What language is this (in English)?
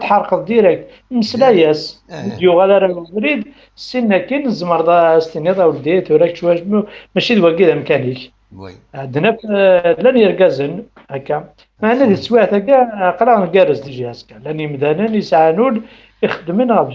Kabyle